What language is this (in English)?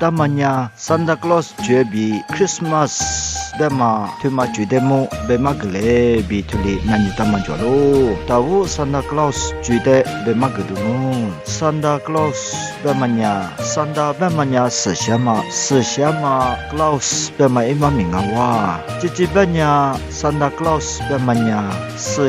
Lisu